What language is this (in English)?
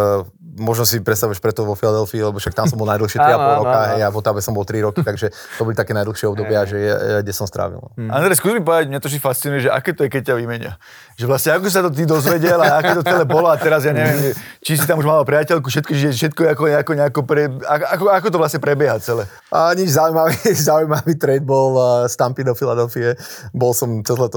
Slovak